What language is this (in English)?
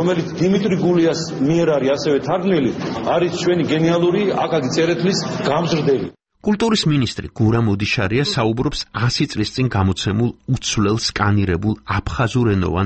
Georgian